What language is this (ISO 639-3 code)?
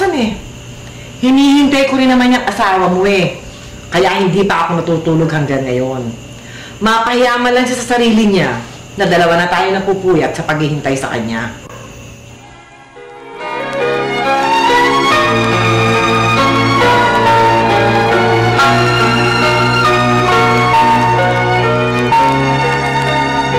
fil